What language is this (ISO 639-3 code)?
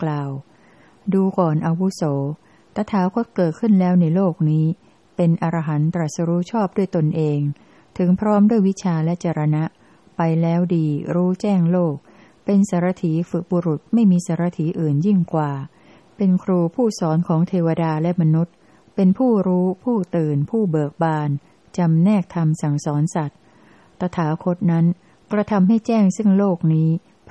tha